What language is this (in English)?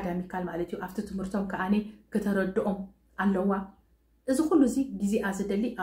Tigrinya